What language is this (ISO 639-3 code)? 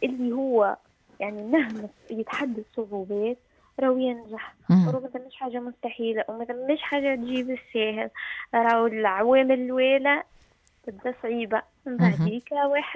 aeb